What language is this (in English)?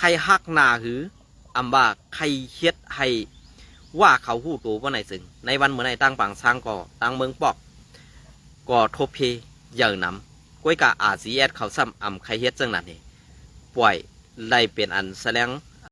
Shan